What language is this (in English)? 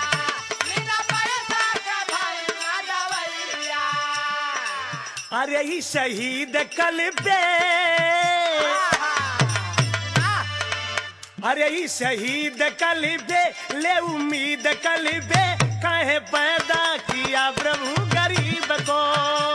Bhojpuri